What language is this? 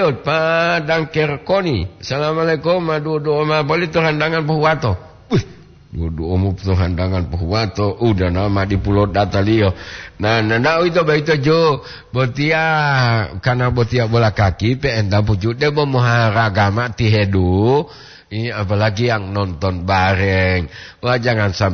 Gorontalo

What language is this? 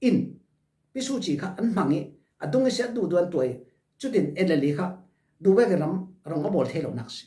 Falam Chin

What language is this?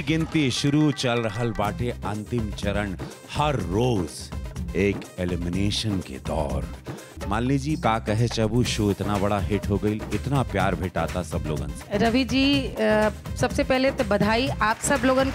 Bhojpuri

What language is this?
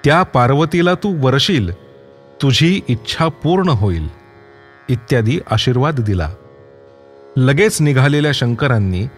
Marathi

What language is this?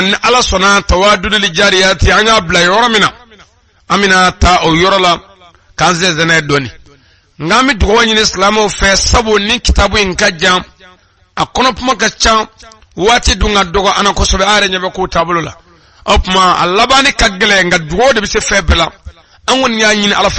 Bambara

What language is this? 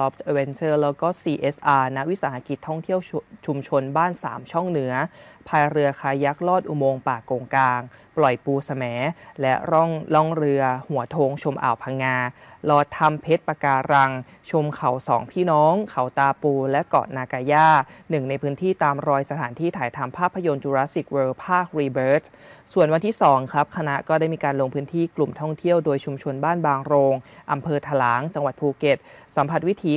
Thai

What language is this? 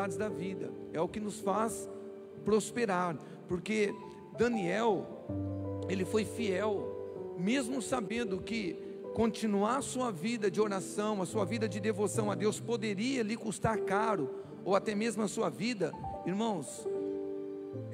Portuguese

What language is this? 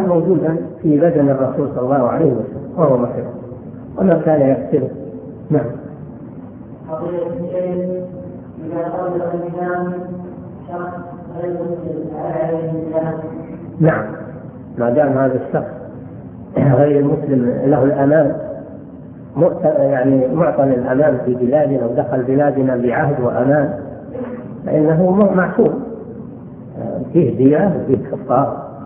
Arabic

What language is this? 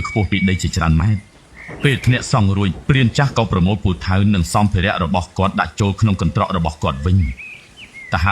Khmer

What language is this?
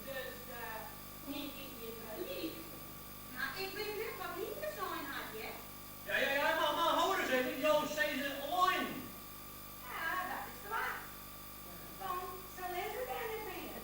Western Frisian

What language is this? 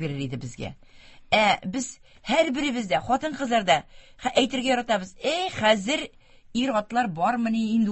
Tatar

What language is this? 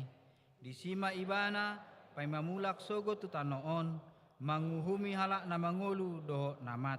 Batak Toba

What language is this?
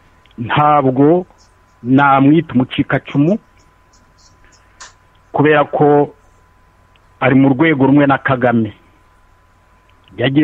Kinyarwanda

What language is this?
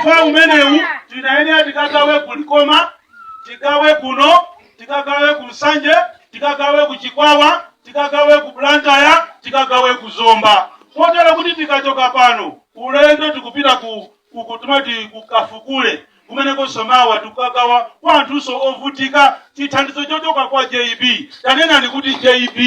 Nyanja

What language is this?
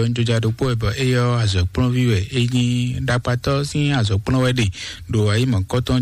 Fon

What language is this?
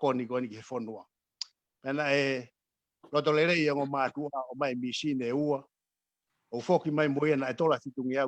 Tongan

